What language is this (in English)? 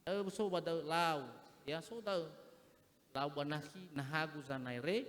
Nias